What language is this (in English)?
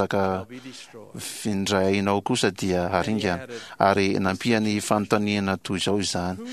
Malagasy